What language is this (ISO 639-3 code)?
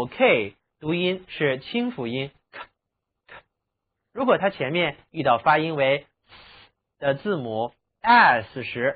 zho